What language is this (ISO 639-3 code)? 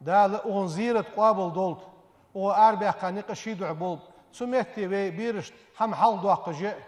inh